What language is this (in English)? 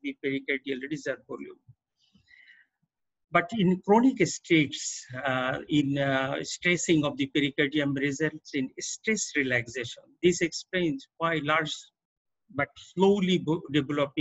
English